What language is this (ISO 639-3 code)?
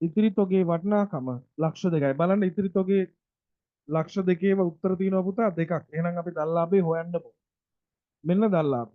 sin